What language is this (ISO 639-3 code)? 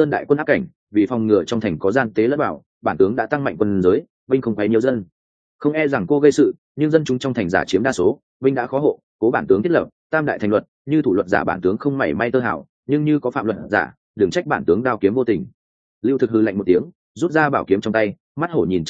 vie